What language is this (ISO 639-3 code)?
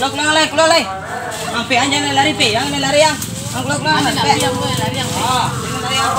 min